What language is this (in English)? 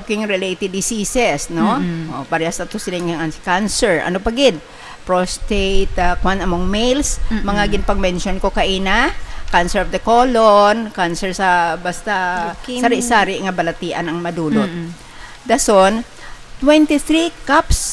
Hiligaynon